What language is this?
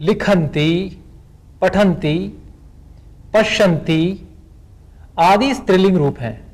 Sanskrit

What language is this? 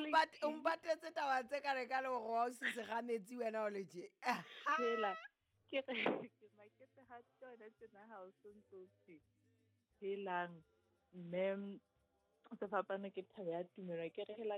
Southern Sotho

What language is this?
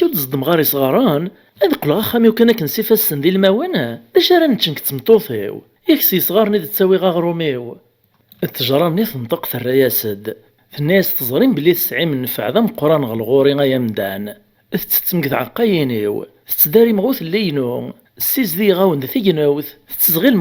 Kabyle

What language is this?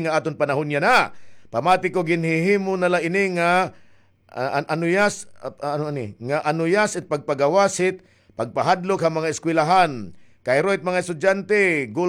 Waray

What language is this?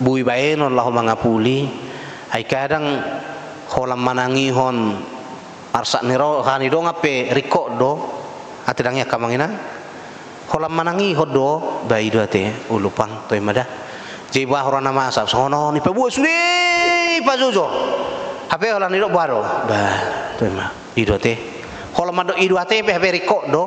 Batak Toba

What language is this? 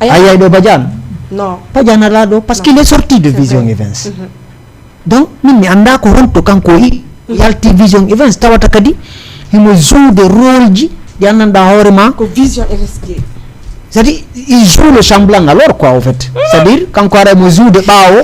Fula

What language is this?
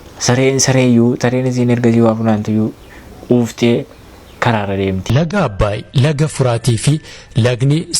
Oromo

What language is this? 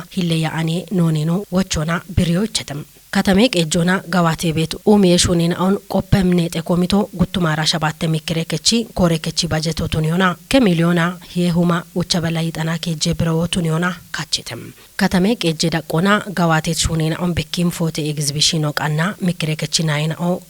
Kafa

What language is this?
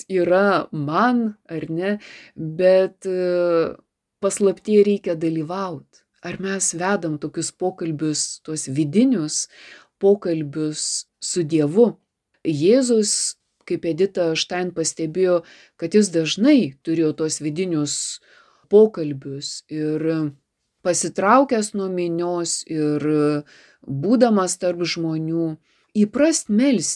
Lithuanian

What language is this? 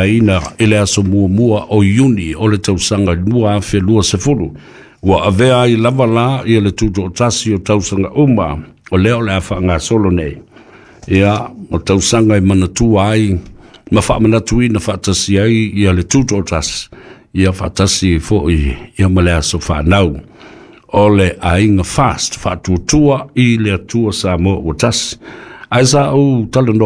Samoan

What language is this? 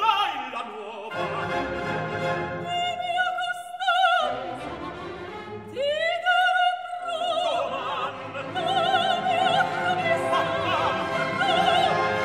Italian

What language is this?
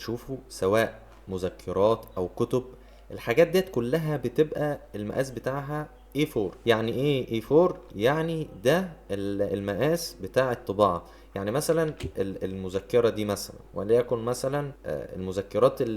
Egyptian Arabic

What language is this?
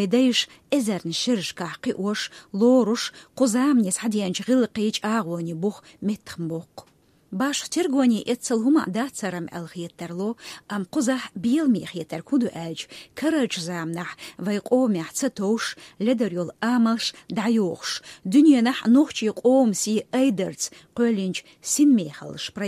Chechen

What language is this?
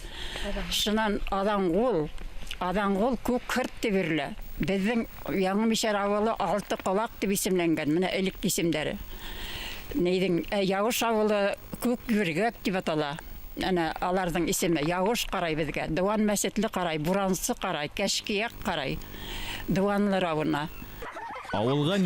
Bashkir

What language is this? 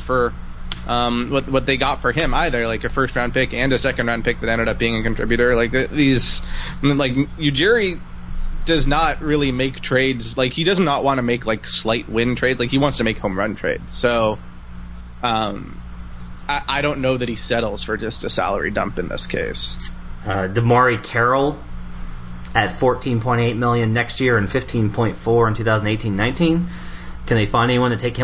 English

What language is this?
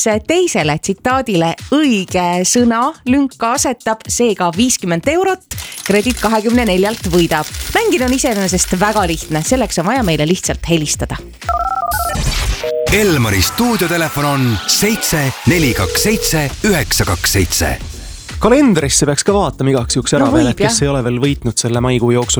Estonian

